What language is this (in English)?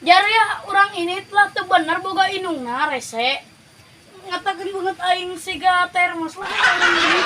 Sundanese